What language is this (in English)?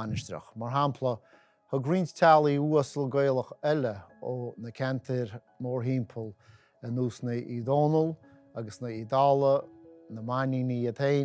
Irish